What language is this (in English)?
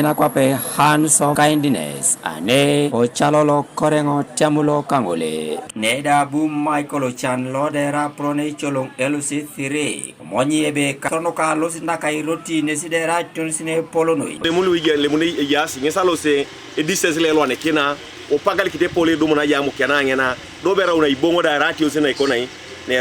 Teso